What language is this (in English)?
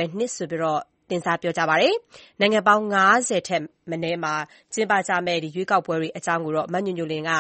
Burmese